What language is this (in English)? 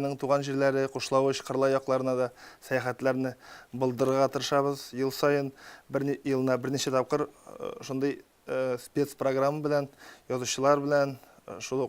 Tatar